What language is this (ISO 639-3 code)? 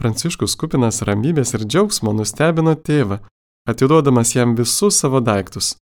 lit